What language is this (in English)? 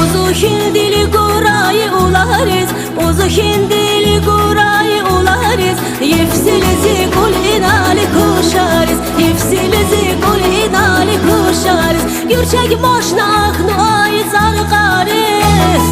Tabassaran